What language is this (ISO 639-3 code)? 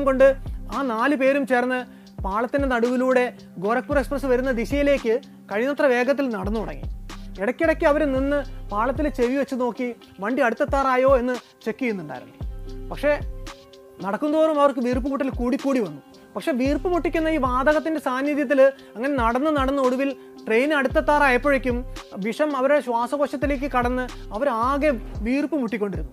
mal